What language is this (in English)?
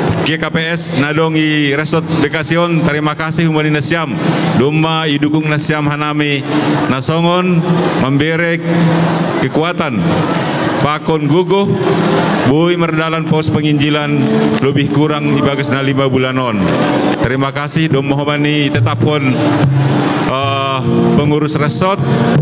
Batak Simalungun